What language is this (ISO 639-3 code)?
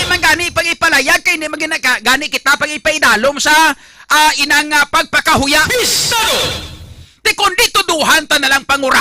hil